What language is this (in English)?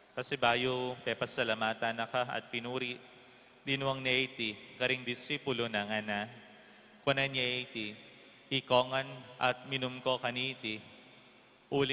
Pampanga